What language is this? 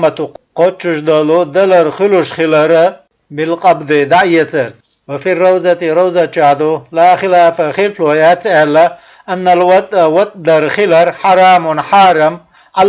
Chechen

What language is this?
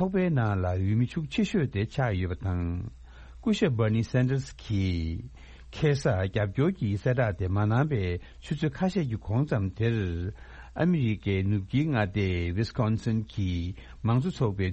Tibetan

